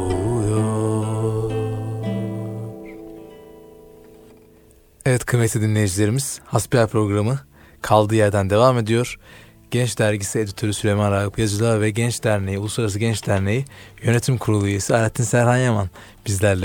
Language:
Turkish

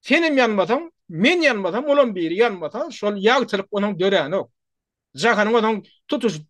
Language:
Turkmen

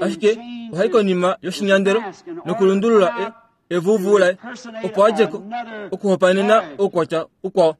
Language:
Kuanyama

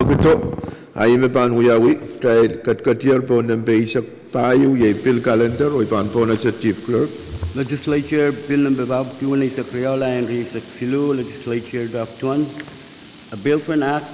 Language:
Pohnpeian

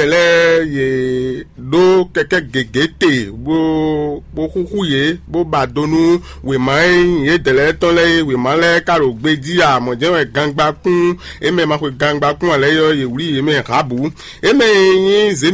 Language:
Fon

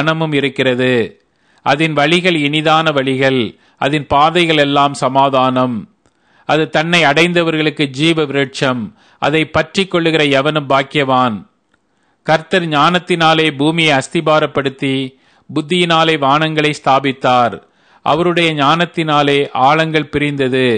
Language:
Tamil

